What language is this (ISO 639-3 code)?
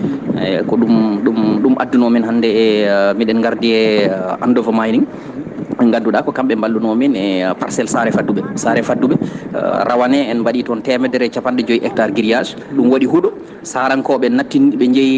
ful